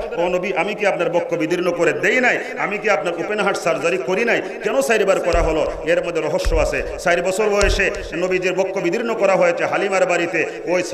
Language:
Bangla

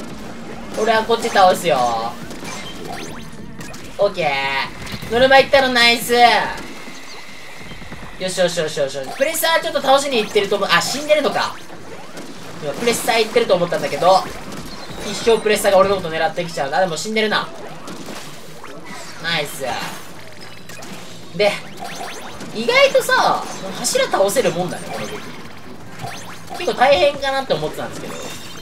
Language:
Japanese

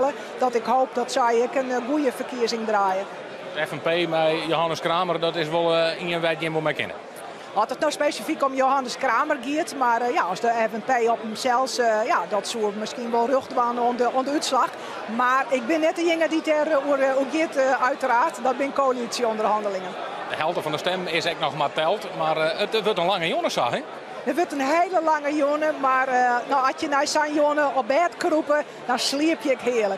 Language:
Western Frisian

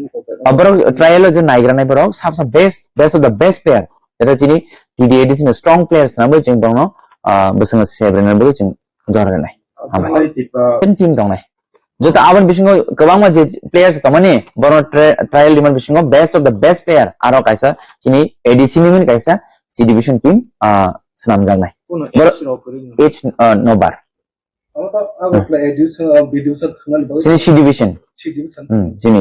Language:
Kok Borok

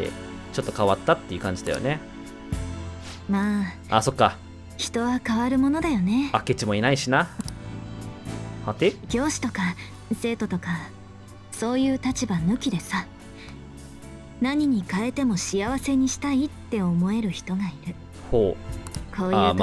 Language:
Japanese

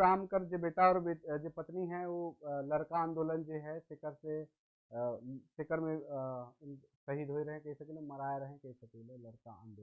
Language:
Sadri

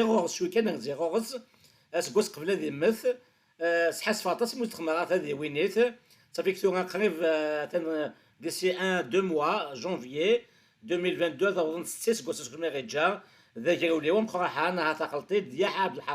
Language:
Kabyle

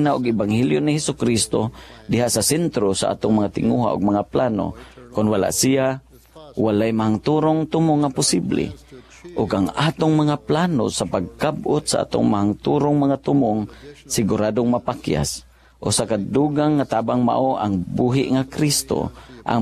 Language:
Cebuano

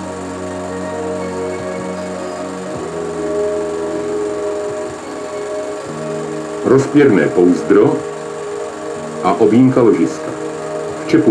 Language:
Czech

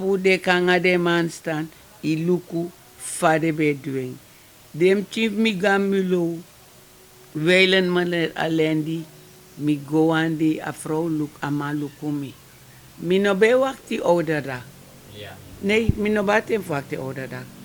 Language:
Sranan Tongo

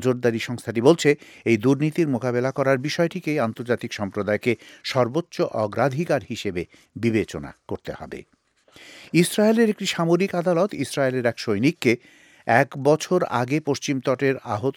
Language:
Bangla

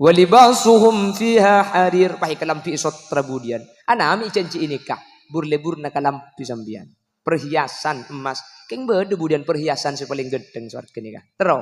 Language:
Madurese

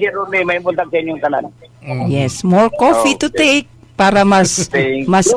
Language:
Cebuano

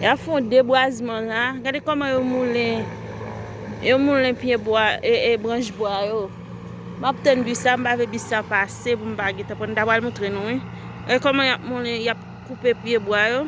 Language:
Haitian Creole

